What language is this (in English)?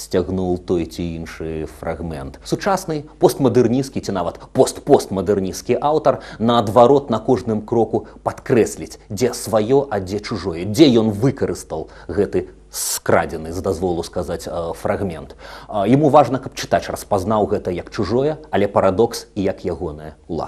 Belarusian